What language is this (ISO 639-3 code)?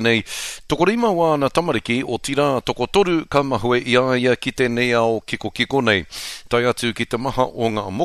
mri